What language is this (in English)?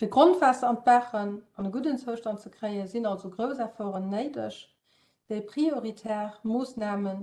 Luxembourgish